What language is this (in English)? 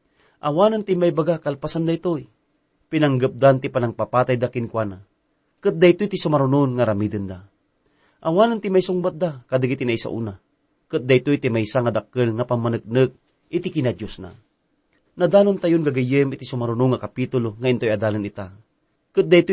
Iloko